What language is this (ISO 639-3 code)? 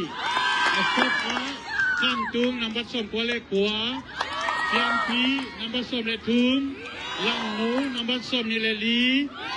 ctd